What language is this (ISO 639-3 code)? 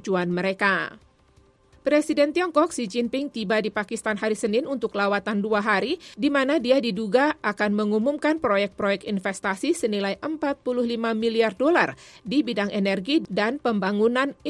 ind